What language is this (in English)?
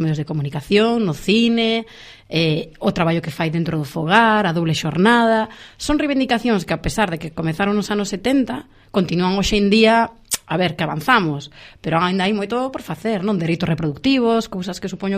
Galician